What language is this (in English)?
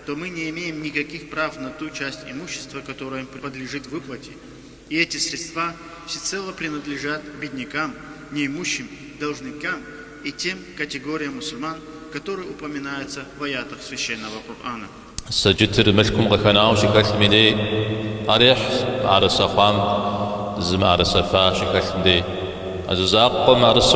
Kabardian